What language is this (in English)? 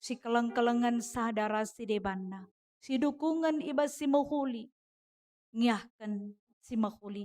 Batak Karo